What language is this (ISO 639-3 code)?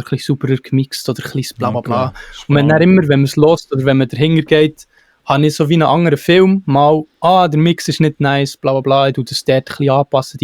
gsw